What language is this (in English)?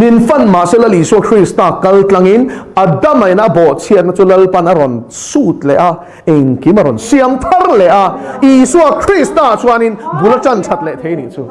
Mizo